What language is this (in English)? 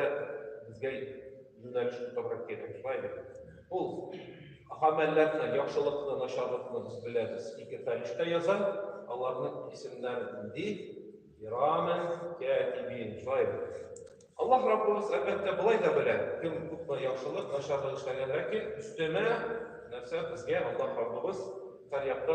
Tatar